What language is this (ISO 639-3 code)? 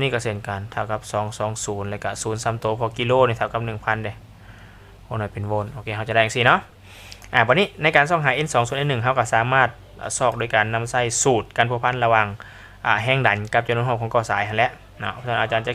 lao